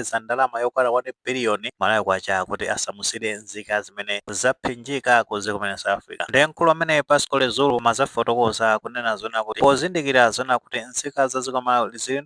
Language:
Nyanja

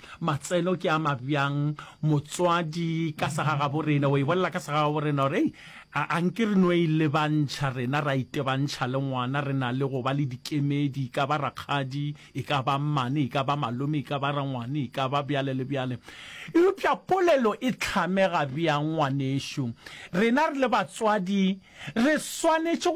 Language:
Northern Sotho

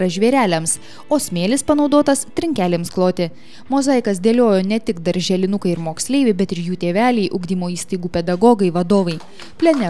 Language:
Lithuanian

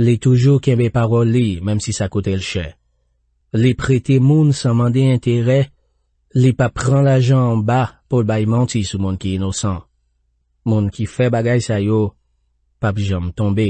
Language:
Haitian Creole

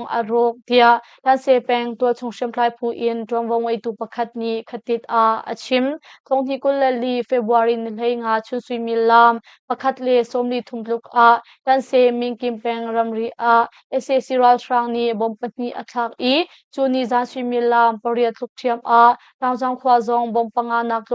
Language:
Hakha Chin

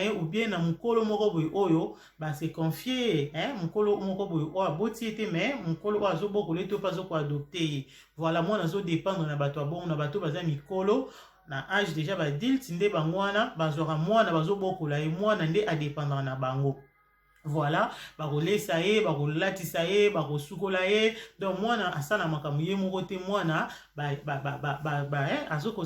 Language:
Lingala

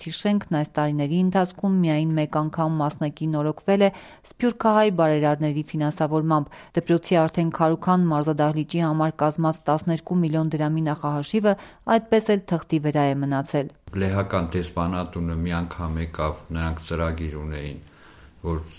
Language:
Armenian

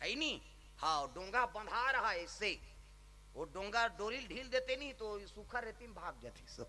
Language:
Chhattisgarhi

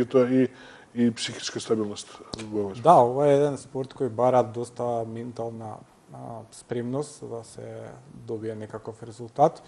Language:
Macedonian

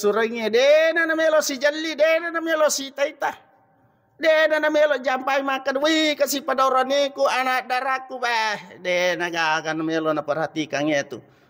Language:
Buginese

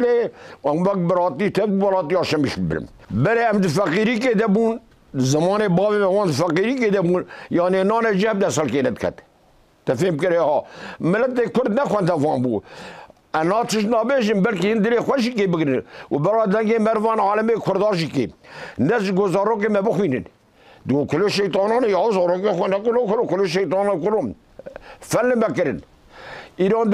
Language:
Kurdish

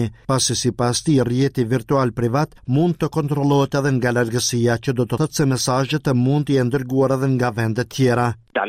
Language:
Albanian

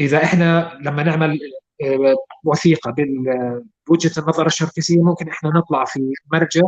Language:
North Levantine Arabic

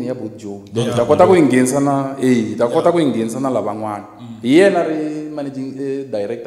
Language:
Tsonga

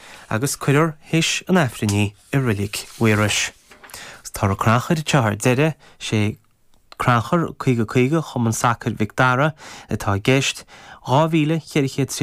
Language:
Irish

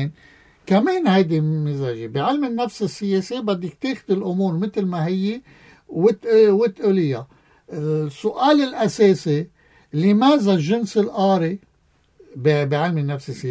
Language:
North Levantine Arabic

